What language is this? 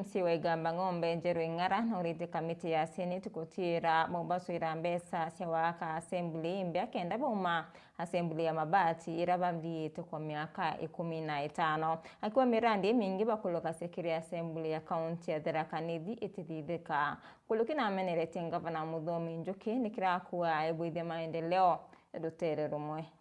Meru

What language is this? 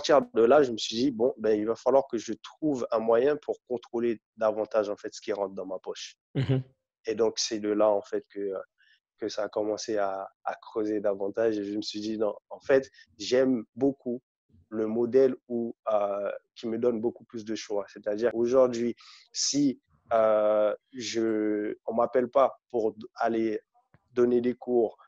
French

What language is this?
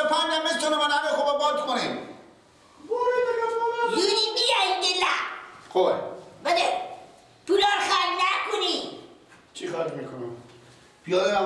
Persian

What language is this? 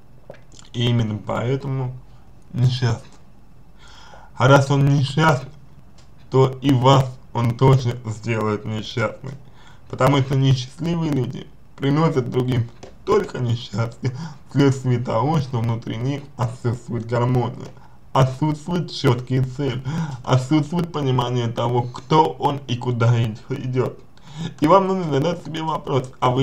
Russian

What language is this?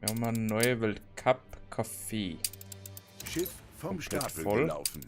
Bavarian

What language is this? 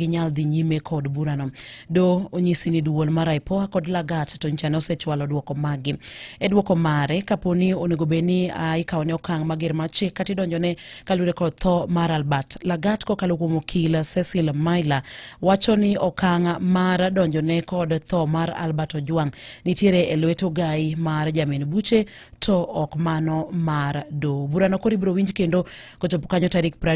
Luo (Kenya and Tanzania)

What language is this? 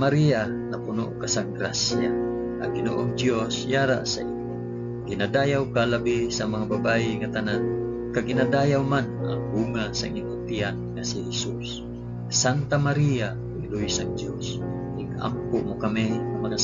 Hiligaynon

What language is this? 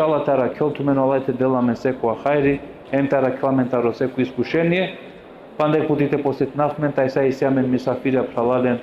Balkan Romani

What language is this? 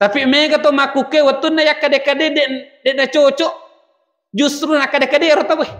Buginese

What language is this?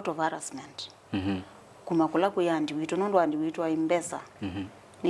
Kamba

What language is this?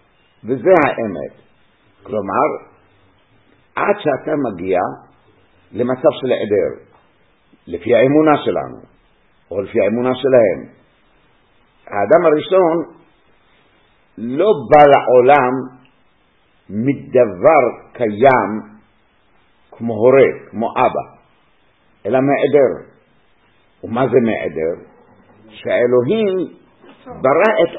Hebrew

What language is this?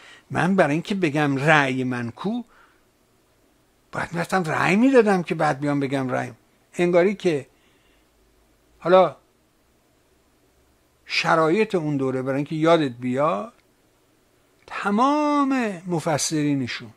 Persian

